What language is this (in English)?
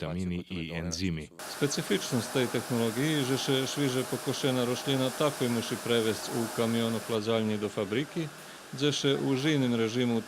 Rusyn